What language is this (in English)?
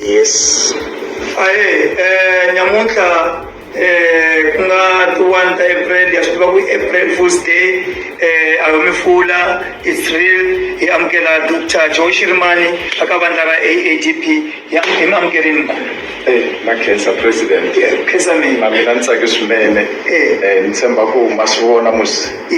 Tsonga